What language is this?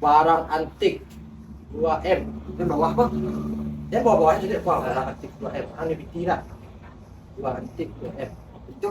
Minangkabau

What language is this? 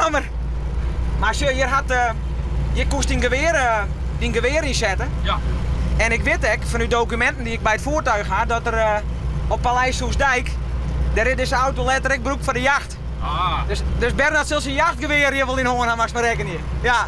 Western Frisian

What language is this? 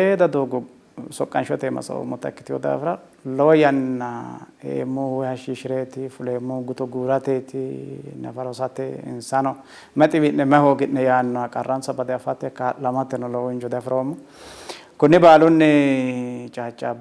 Sidamo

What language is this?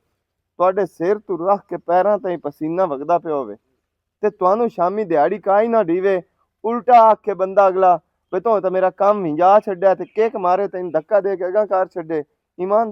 Western Panjabi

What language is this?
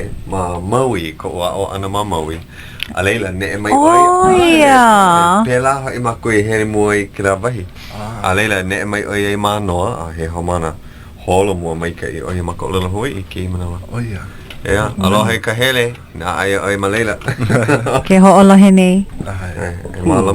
Hawaiian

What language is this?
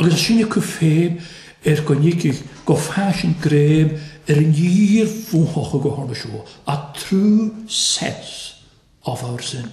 Welsh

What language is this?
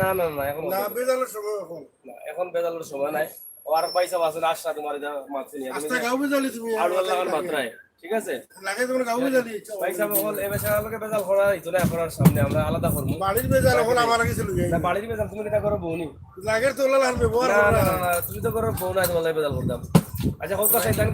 Sylheti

